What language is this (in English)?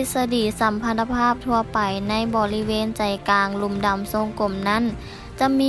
Lao